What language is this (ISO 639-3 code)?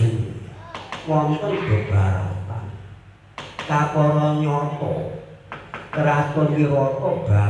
jav